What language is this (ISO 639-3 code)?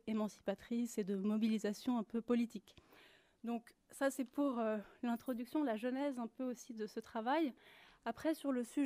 fra